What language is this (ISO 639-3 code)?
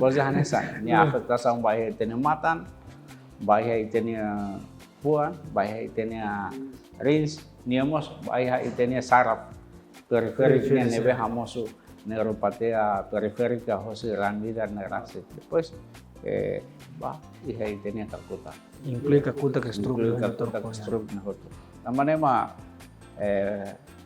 tet